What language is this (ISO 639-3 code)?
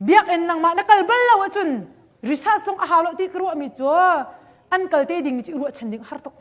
cnh